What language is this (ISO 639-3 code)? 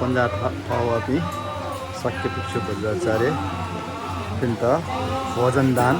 new